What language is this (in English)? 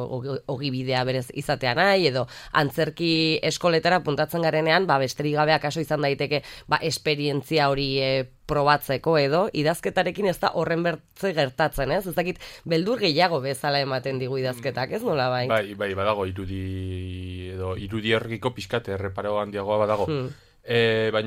Basque